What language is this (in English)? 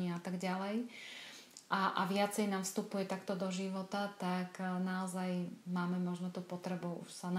Slovak